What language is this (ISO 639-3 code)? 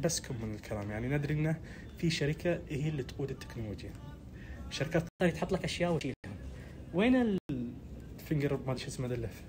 ars